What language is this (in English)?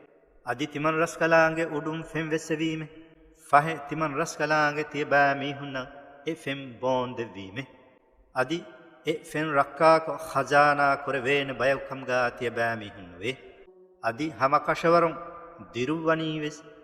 Divehi